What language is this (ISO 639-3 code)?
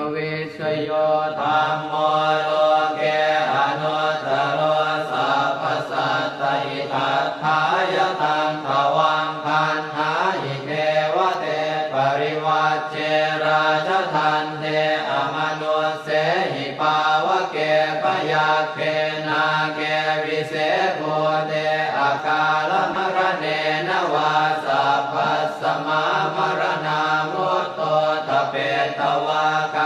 pli